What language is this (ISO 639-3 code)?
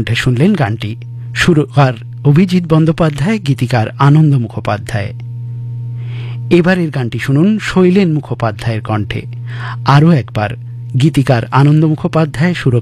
ben